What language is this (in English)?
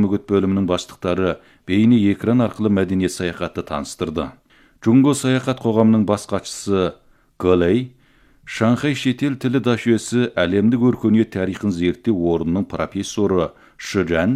Kazakh